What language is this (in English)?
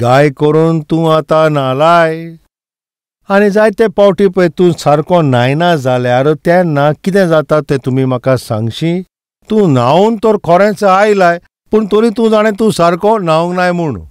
Konkani